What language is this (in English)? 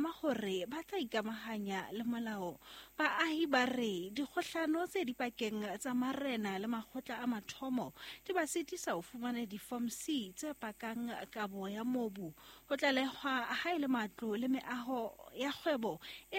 Southern Sotho